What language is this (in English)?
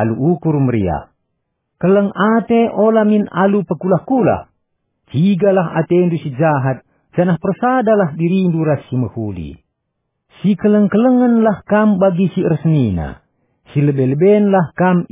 Batak Karo